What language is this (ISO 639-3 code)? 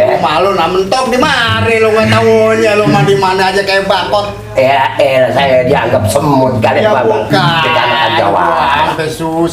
bew